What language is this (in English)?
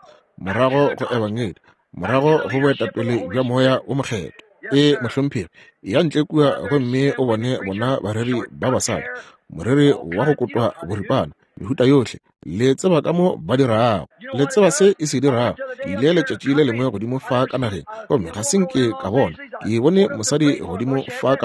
Northern Sotho